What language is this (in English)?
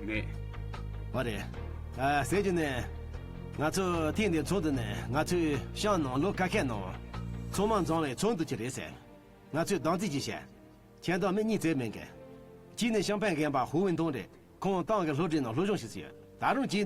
Tibetan